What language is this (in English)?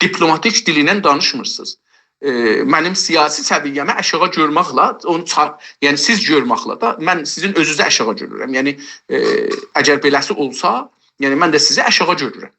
South Azerbaijani